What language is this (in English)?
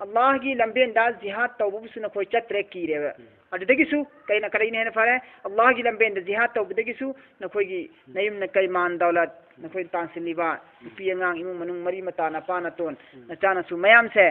Manipuri